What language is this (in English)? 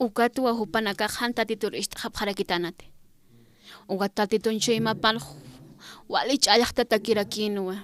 Aymara